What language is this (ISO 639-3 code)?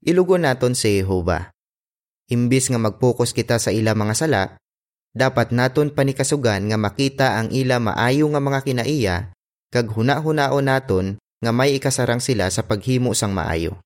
hil